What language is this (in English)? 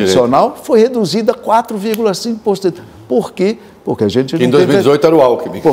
Portuguese